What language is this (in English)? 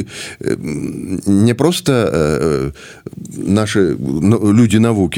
Belarusian